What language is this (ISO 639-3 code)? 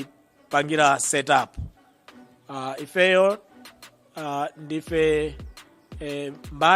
nya